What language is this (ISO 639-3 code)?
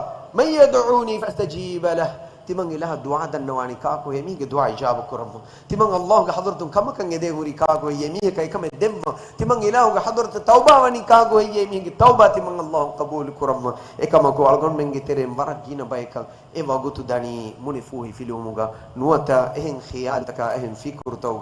div